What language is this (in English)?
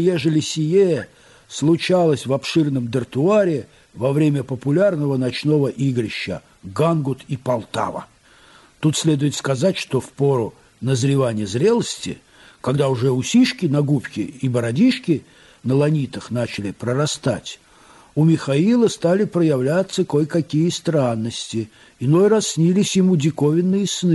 Russian